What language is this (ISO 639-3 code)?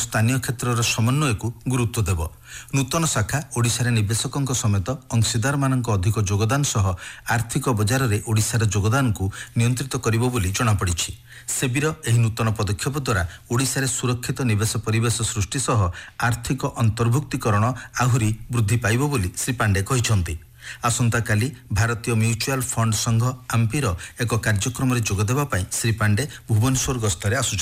ori